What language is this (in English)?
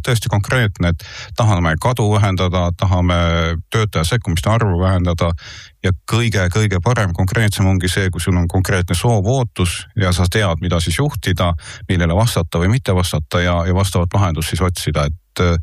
Estonian